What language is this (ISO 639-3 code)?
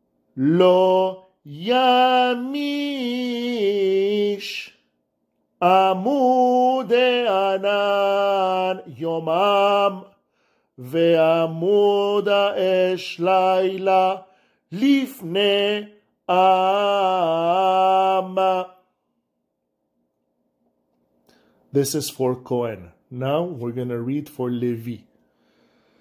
heb